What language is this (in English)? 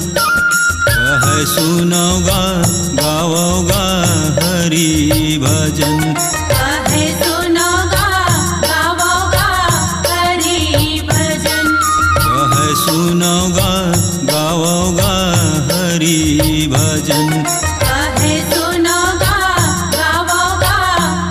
Chhattisgarhi